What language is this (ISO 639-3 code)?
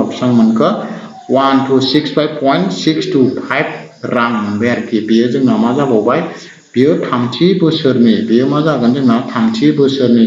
brx